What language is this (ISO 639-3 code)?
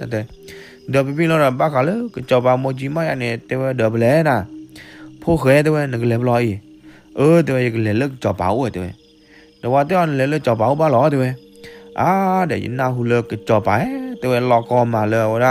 ksw